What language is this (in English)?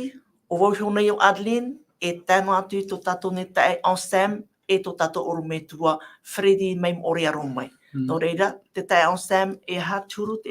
Tahitian